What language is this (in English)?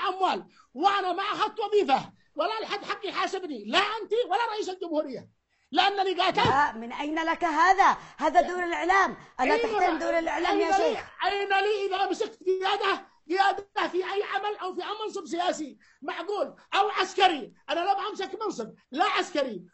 Arabic